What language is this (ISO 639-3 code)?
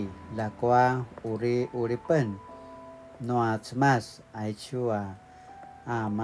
pwn